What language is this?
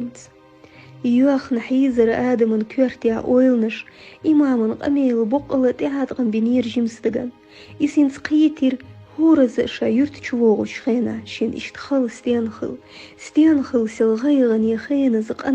Chechen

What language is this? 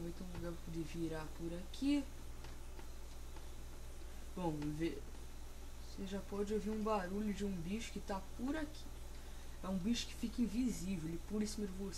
Portuguese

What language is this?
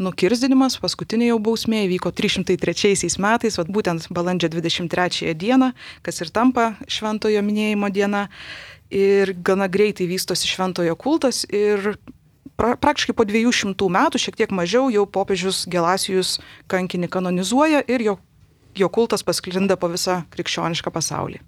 Lithuanian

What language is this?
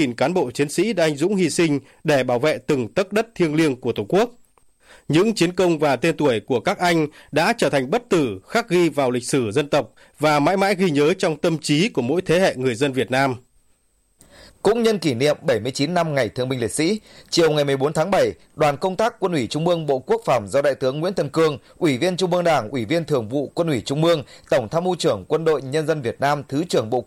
Vietnamese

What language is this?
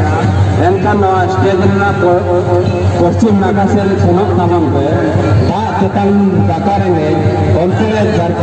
Santali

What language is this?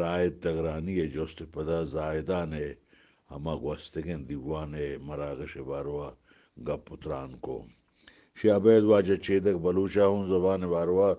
Eastern Balochi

